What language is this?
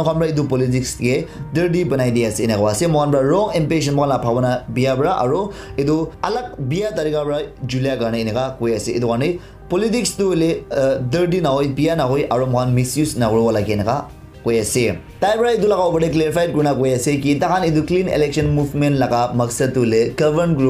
Naga Pidgin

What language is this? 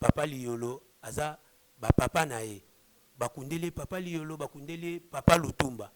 Lingala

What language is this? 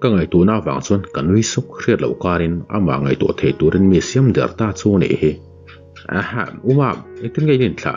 Mizo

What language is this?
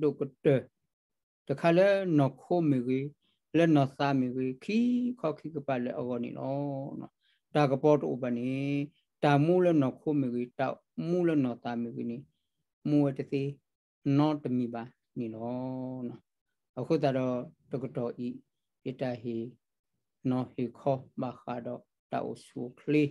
S'gaw Karen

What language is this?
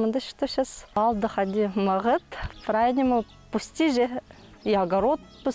Khakas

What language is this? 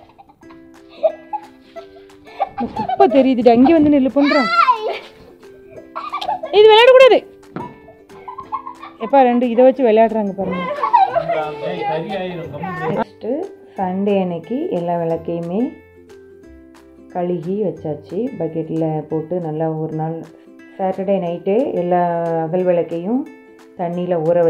Tamil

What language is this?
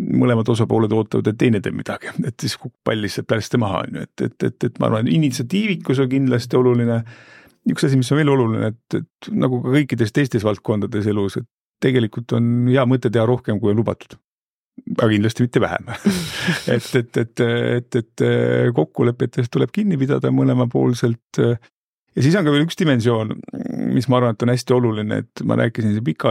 Estonian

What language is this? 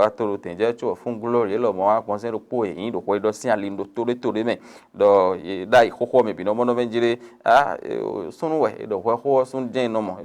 Fon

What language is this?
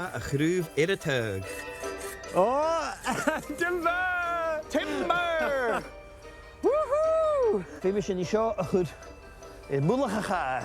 Scottish Gaelic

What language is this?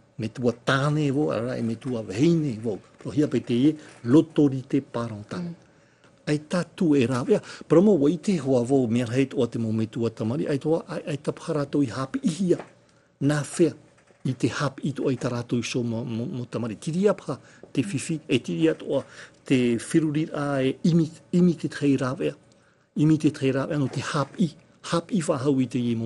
Tahitian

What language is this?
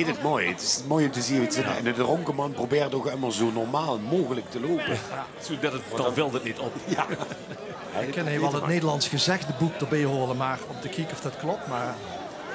Limburgish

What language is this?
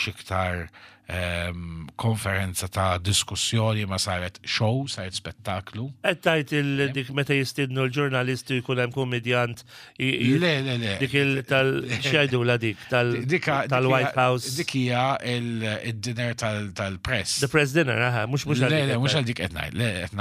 Maltese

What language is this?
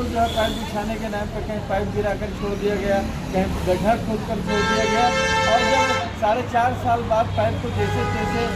Hindi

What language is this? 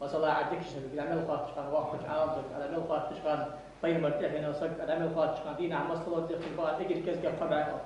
Ingush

